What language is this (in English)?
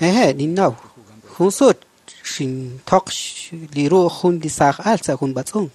Kekchí